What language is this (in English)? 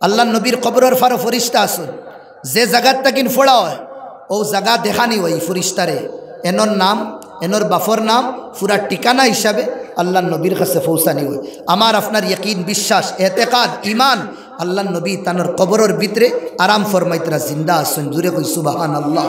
Sylheti